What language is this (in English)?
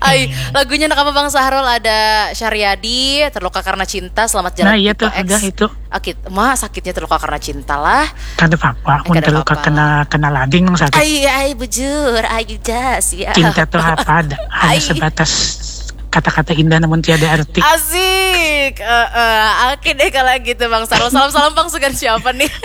Banjar